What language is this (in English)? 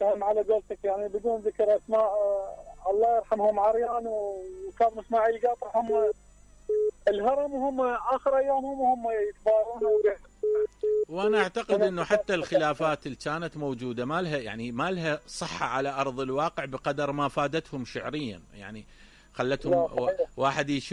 Mesopotamian Arabic